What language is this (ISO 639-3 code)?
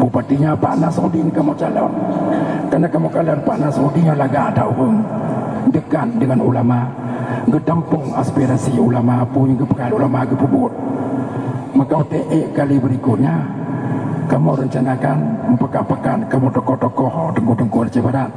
ace